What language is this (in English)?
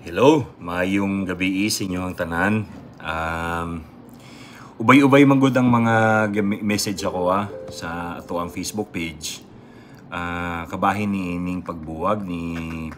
Cebuano